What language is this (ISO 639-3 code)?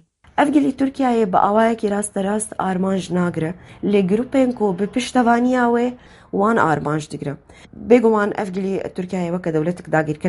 kur